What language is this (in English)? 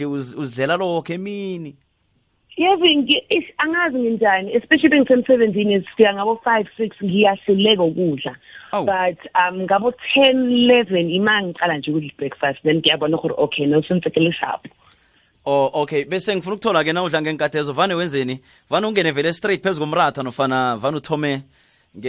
South Ndebele